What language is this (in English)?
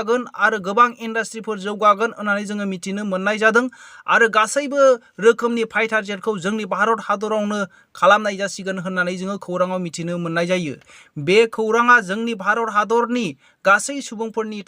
Bodo